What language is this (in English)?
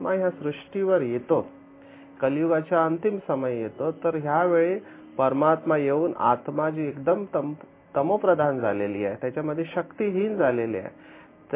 Marathi